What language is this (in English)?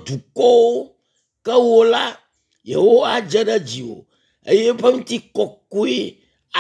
Ewe